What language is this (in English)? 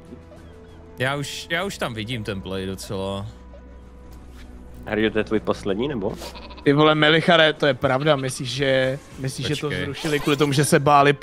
Czech